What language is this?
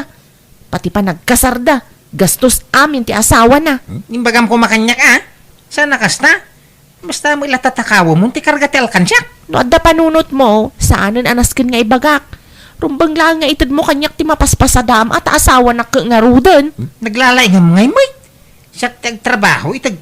Iloko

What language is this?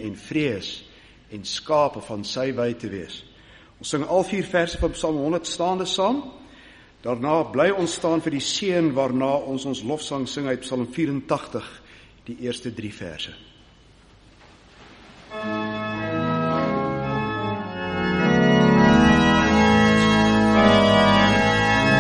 Afrikaans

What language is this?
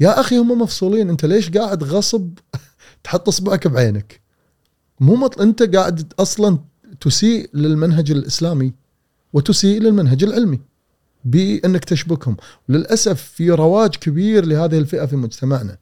Gulf Arabic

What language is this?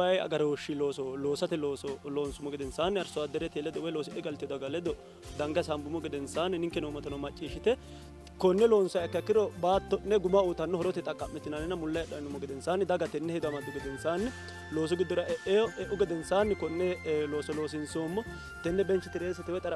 Sidamo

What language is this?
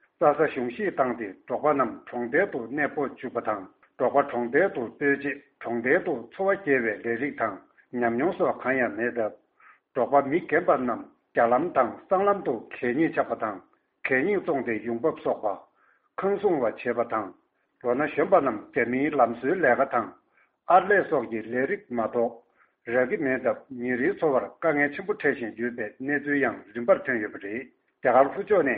Tibetan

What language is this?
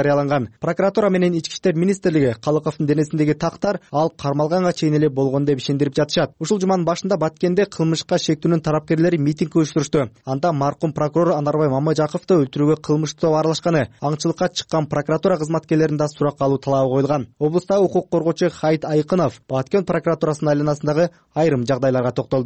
Kyrgyz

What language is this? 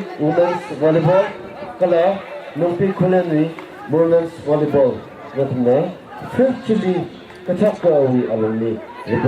Tangkhul Naga (India)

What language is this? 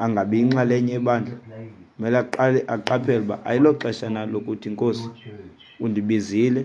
Xhosa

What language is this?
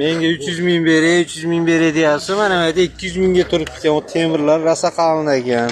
Uzbek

